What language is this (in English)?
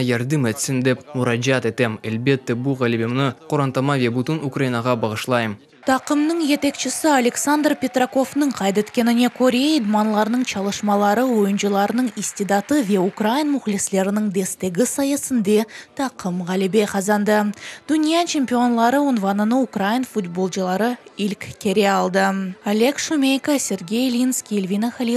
Crimean Tatar